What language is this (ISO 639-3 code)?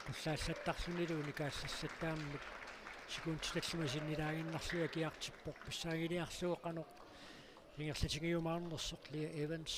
kal